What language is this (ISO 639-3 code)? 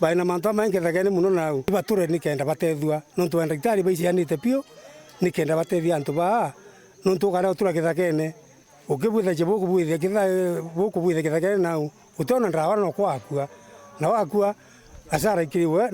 mer